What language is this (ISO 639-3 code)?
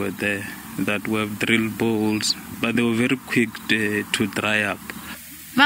ven